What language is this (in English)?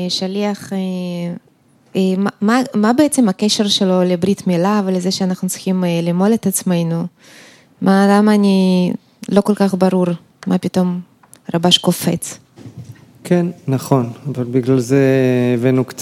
Hebrew